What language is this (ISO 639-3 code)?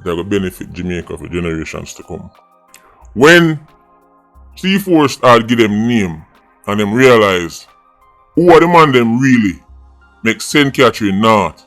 jam